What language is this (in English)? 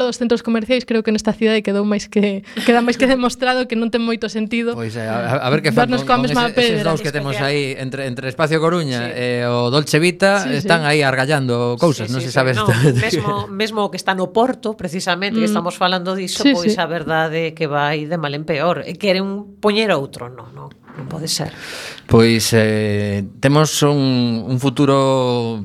Galician